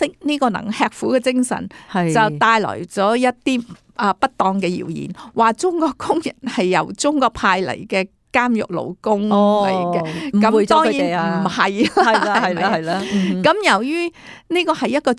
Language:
Cantonese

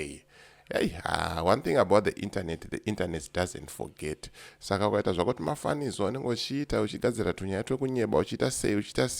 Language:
Shona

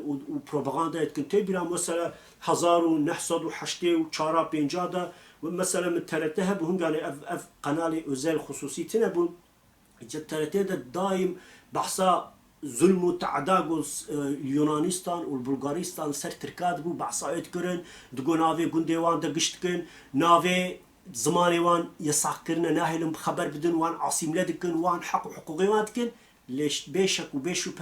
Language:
Kurdish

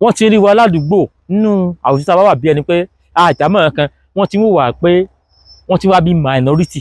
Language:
Yoruba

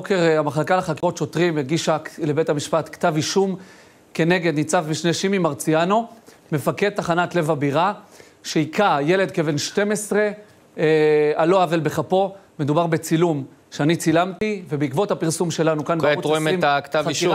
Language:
Hebrew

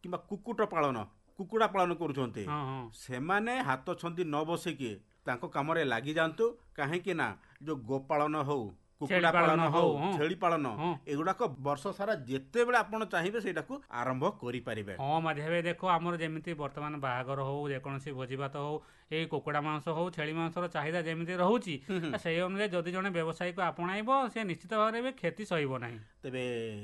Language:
Odia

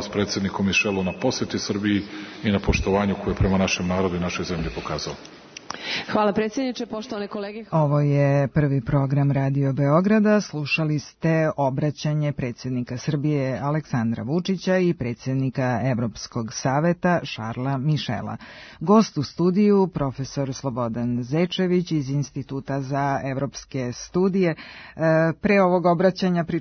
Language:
Serbian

